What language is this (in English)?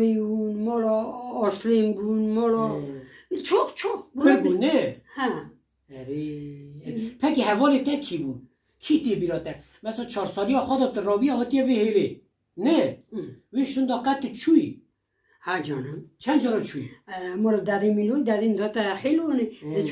Kurdish